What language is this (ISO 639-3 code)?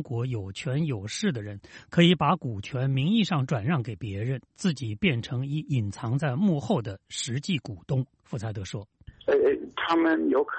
zho